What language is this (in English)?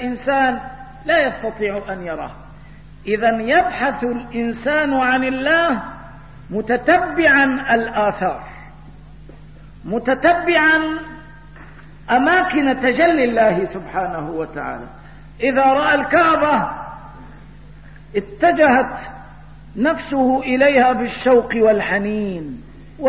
Arabic